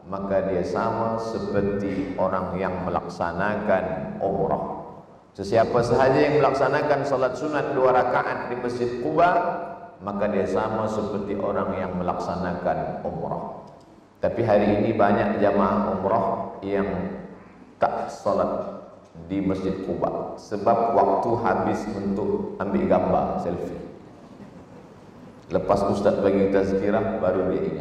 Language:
Malay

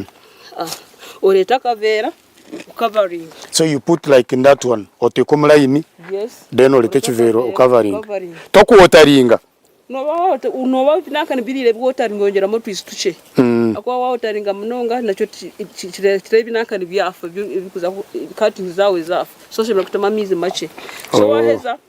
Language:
Nyankole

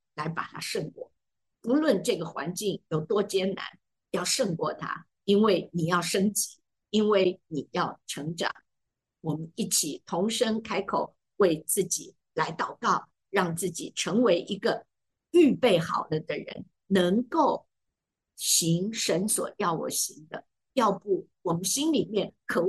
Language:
Chinese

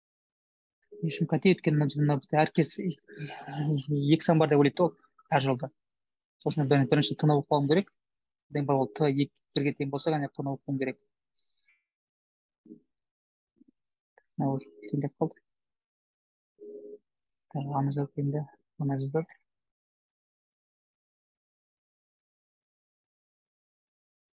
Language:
Kazakh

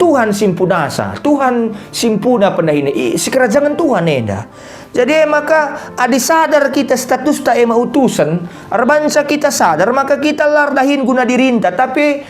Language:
Batak Karo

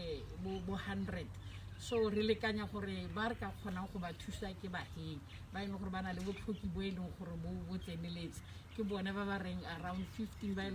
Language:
Tswana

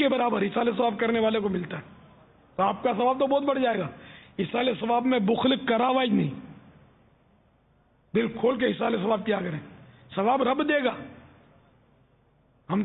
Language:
Urdu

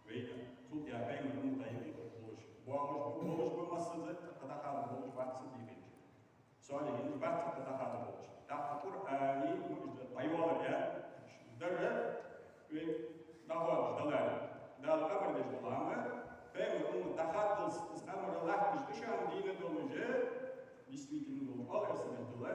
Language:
Ingush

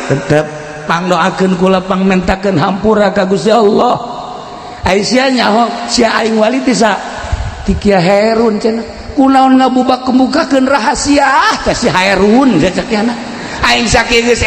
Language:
Sundanese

